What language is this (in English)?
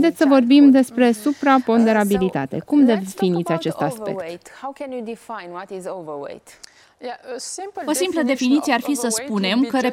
Romanian